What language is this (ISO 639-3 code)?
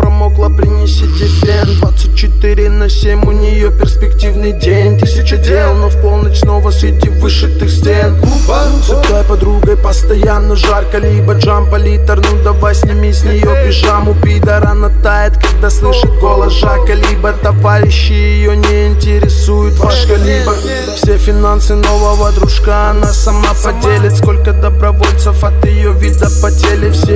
rus